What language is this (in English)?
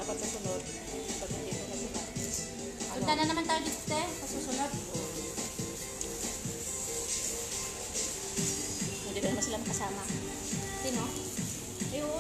Filipino